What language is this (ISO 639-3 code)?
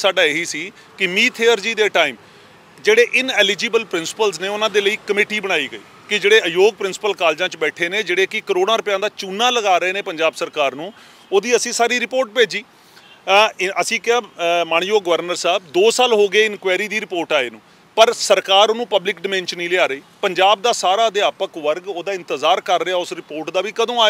pan